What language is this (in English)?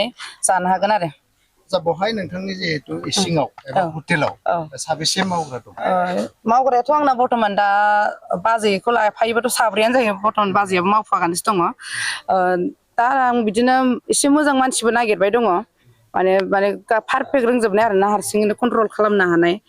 Bodo